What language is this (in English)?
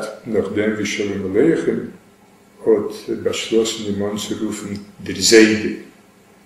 Yiddish